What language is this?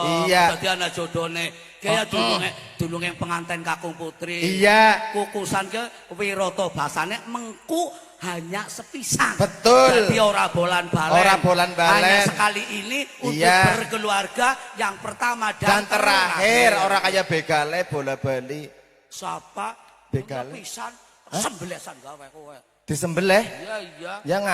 Javanese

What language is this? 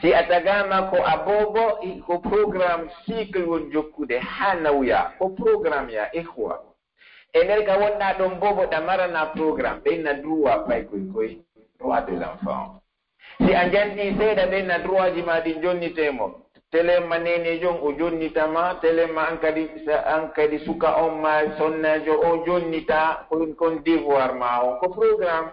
Pular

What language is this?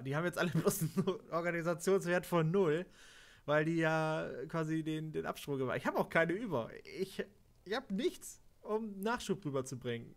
German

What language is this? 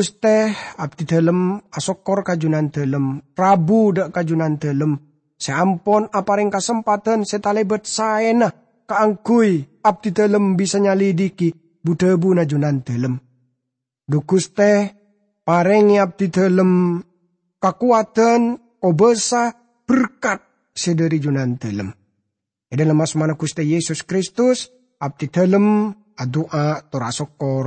Madurese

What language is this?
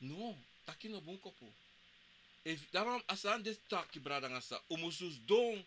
Sranan Tongo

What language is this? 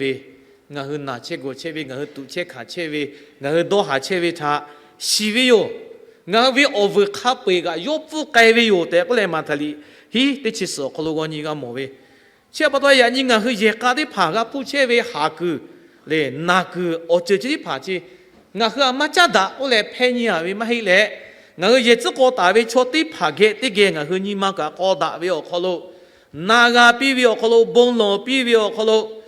Lahu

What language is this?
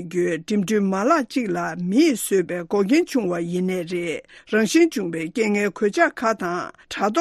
Tibetan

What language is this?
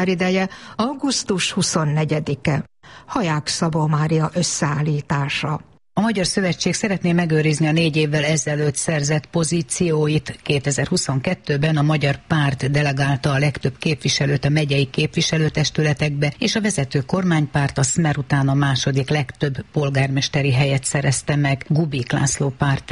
Hungarian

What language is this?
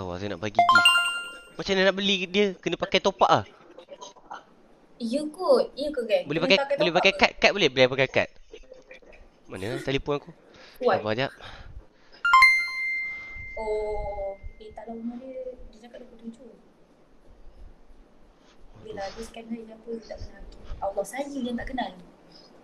Malay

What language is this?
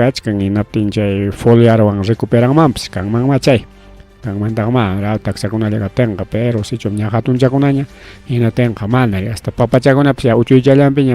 Ayacucho Quechua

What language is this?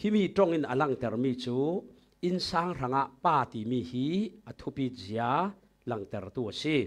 Falam Chin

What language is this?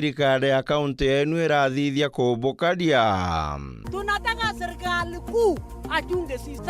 Meru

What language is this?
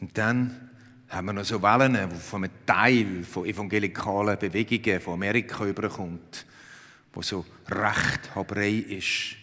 Swiss German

